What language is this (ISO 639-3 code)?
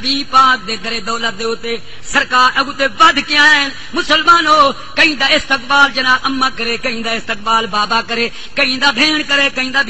skr